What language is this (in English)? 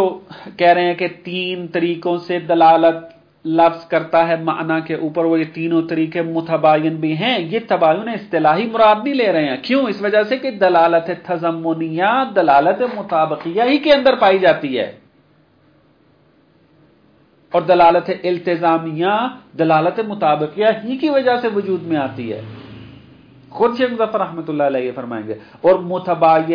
Urdu